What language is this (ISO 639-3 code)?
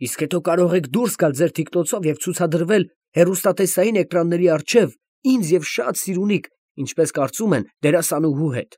hye